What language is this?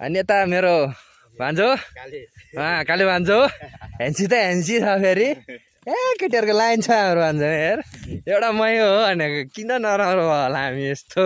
Nepali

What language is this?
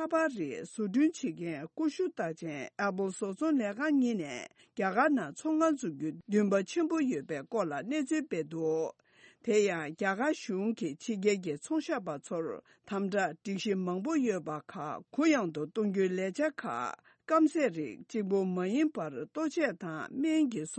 Tibetan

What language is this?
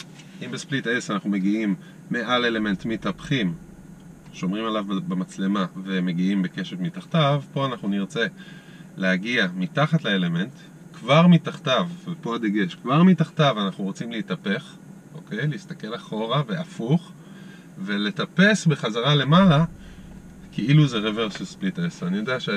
Hebrew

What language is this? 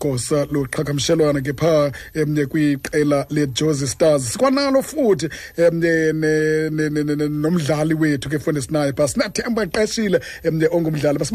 Xhosa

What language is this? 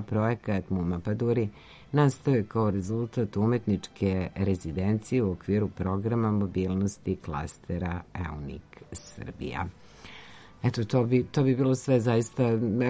Serbian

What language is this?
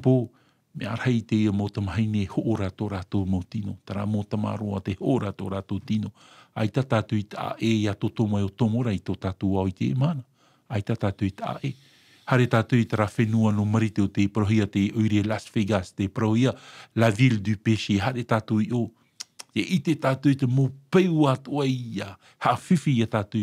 Tahitian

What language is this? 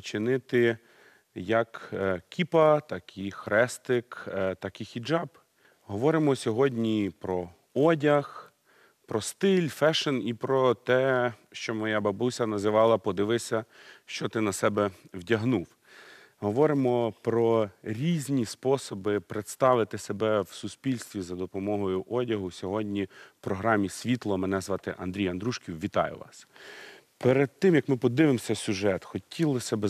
Ukrainian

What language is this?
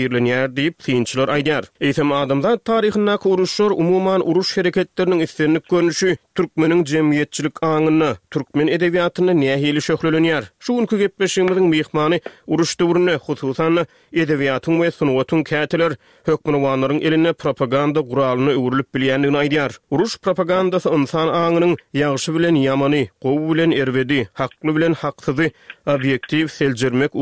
Turkmen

